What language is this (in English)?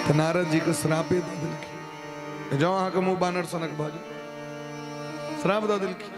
Maithili